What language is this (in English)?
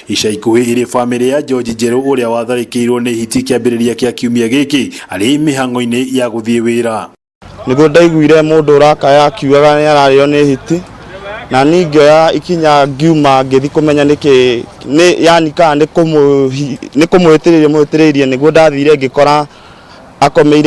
Kikuyu